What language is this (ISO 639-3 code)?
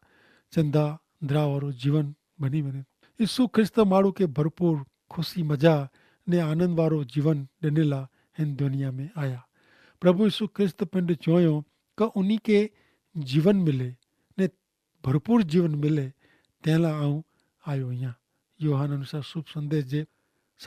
kfr